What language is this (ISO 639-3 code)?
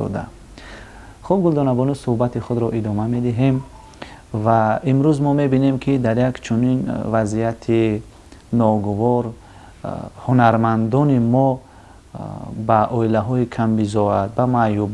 tgk